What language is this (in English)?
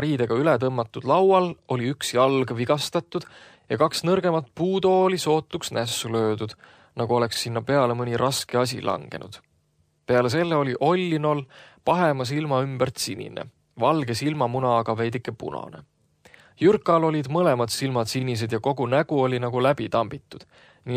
Estonian